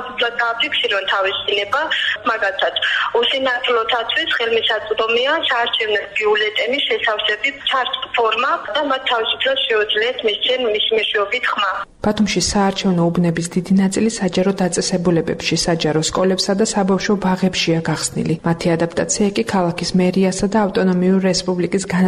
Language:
Georgian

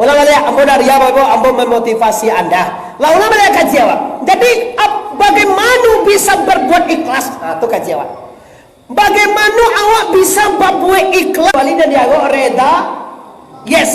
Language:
Minangkabau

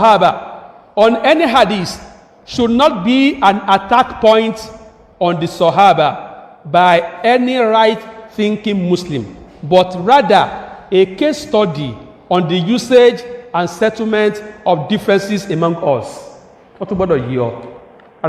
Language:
Yoruba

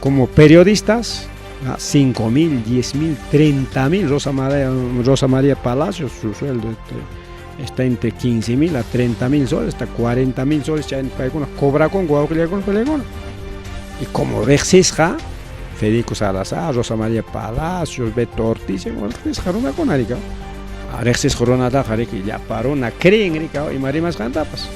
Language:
Ayacucho Quechua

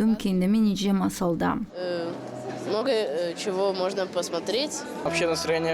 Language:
Gagauz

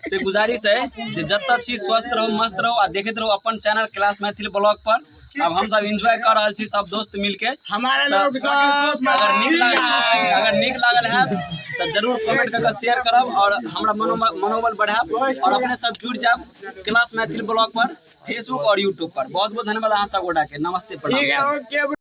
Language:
Maithili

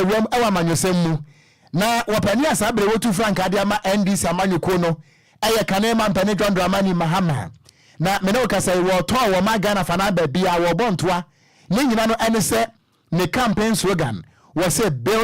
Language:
Akan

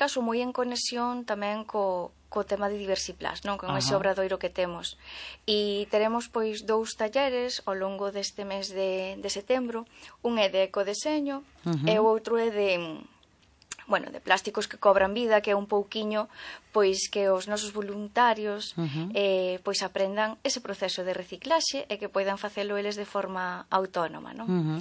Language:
Galician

